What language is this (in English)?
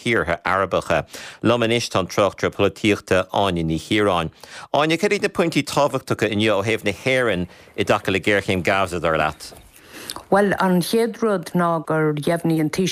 Irish